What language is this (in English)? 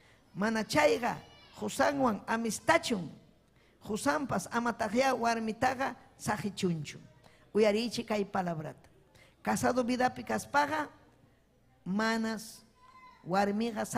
Ayacucho Quechua